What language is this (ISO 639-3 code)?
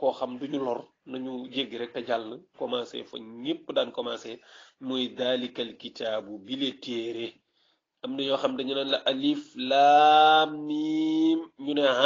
wol